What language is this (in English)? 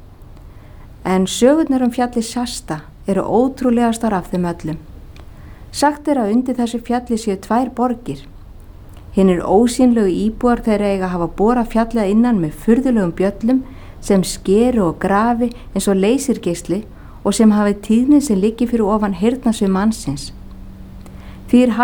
Icelandic